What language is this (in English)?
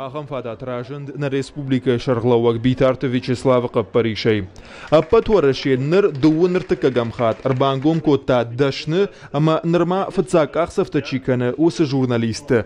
Ossetic